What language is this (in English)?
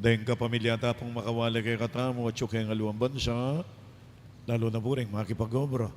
Pampanga